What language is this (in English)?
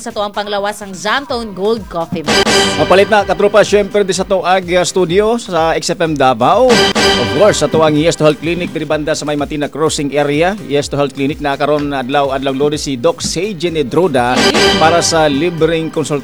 Cebuano